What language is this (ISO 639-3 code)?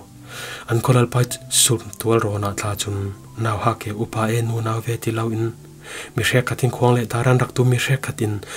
cfm